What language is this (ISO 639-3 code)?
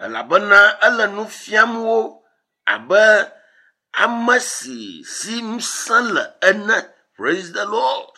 ewe